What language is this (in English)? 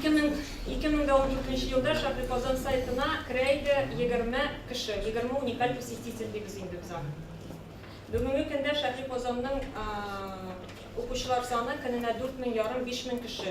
Tatar